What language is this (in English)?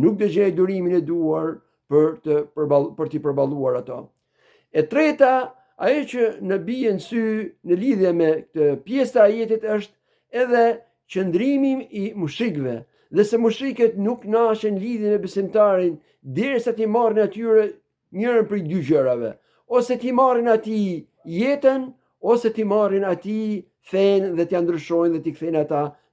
Albanian